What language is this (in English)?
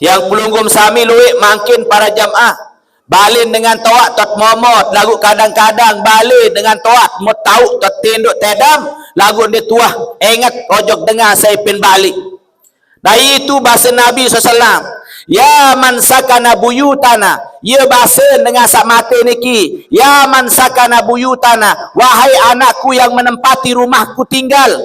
Sasak